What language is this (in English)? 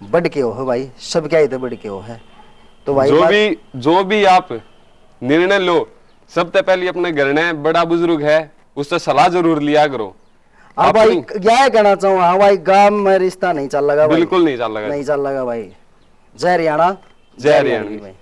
Haryanvi